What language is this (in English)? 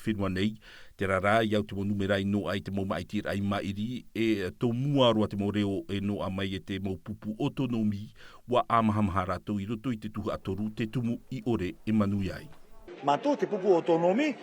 Tahitian